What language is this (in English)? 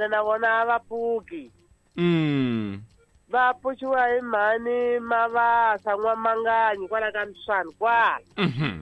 Tsonga